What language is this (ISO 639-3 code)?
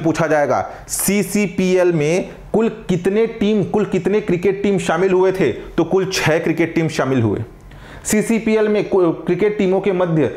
hin